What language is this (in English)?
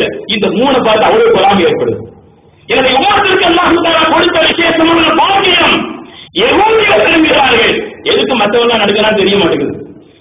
Tamil